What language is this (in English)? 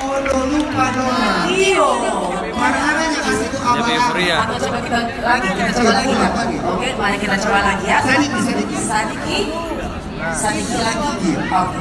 Manado Malay